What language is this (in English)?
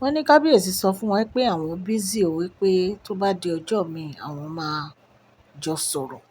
Yoruba